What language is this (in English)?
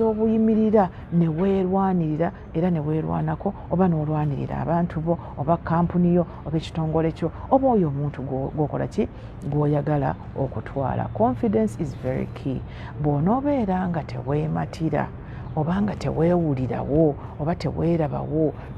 Ganda